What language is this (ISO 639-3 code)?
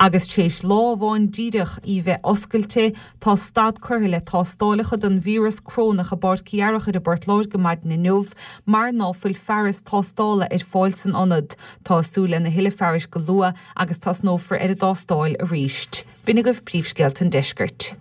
gle